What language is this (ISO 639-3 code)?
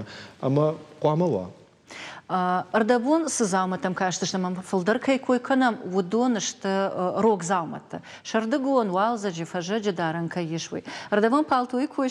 oss